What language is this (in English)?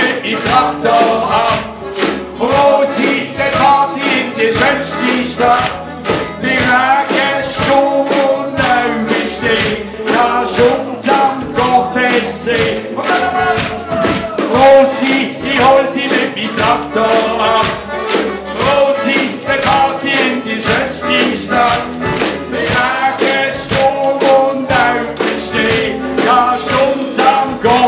Swiss German